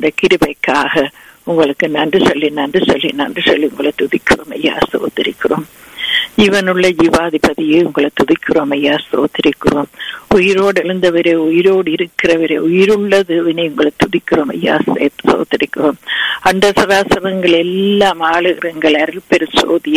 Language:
Tamil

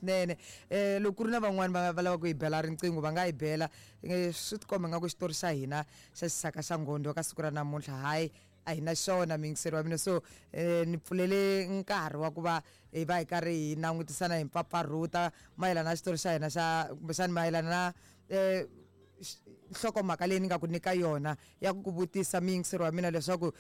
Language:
Tsonga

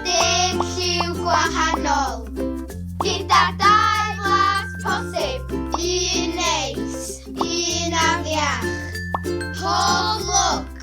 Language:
Welsh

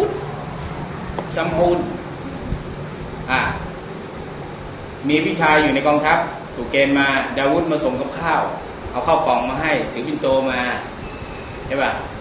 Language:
Thai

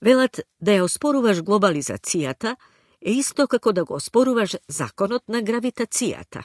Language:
Macedonian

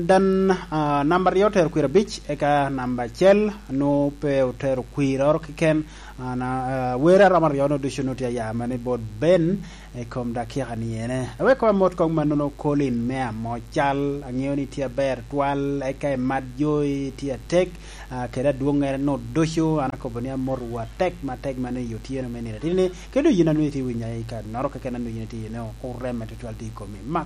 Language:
Lango (Uganda)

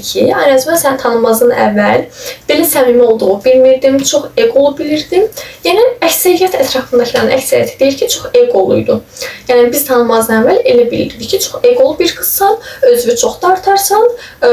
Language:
Azerbaijani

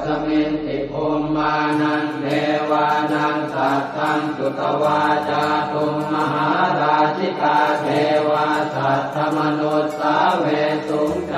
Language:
Pali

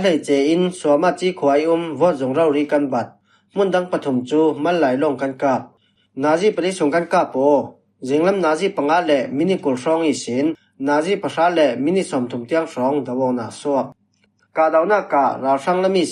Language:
Falam Chin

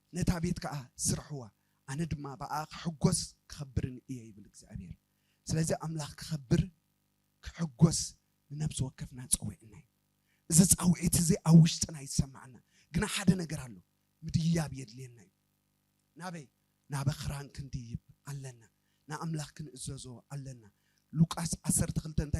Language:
Tigrinya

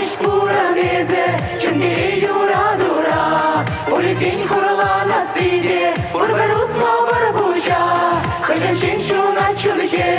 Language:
Chuvash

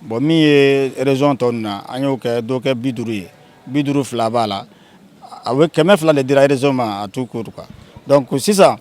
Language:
Bambara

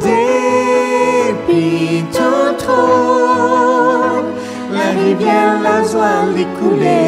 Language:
Morisyen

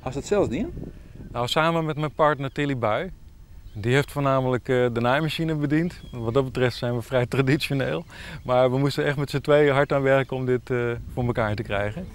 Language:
Western Frisian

